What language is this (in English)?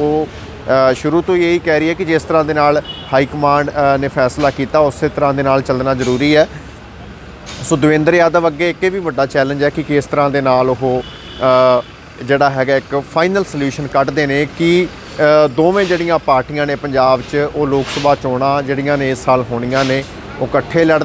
Punjabi